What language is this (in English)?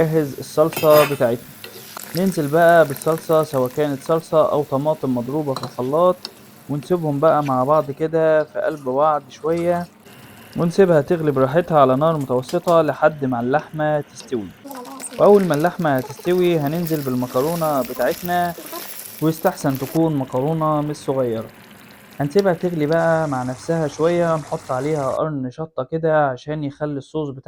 Egyptian Arabic